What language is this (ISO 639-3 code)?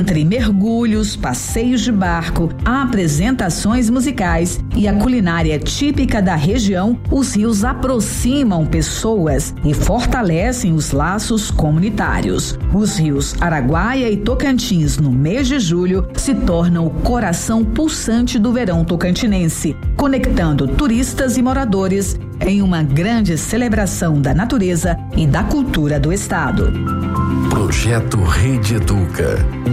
por